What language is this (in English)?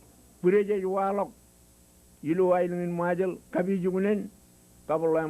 Marshallese